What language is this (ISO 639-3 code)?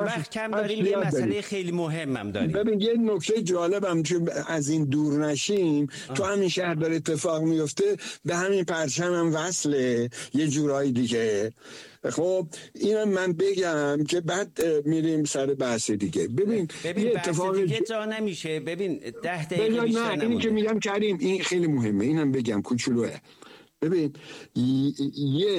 fas